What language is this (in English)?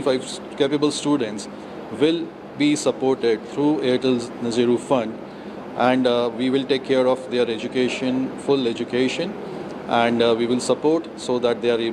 English